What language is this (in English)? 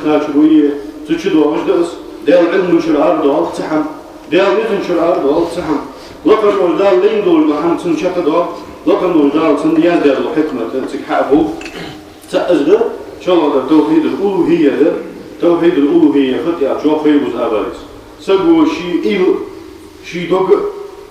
Ingush